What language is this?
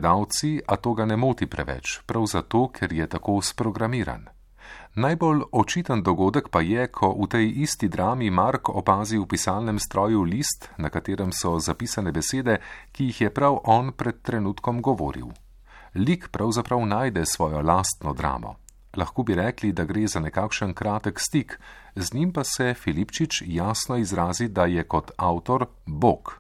Slovenian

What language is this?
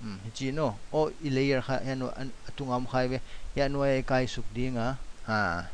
Paite Chin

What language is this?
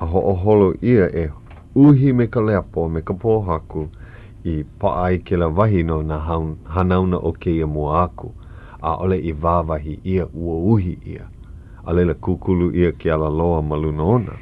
Hawaiian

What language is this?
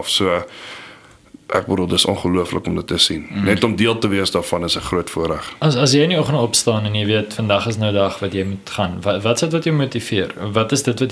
Afrikaans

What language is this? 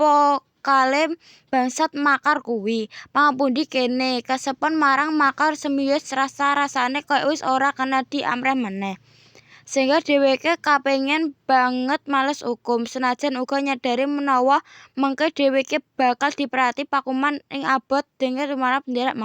Javanese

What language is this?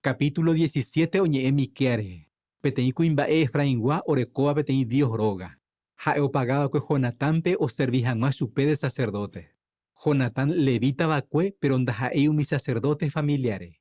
Guarani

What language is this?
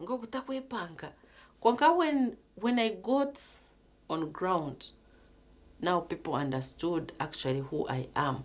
Nyankole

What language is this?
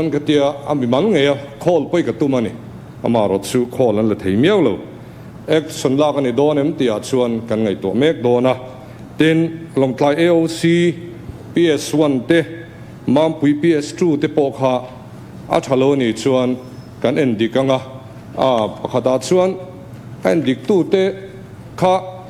Mizo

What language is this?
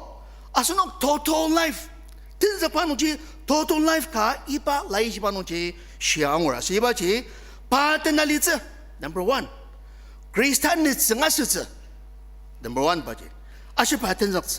Ao Naga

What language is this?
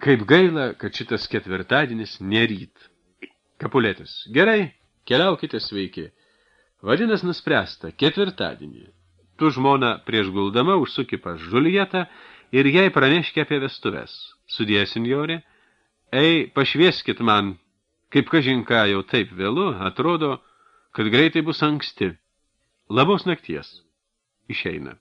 Lithuanian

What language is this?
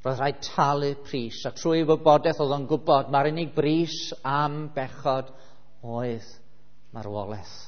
Welsh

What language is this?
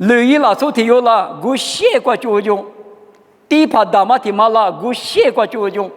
Lisu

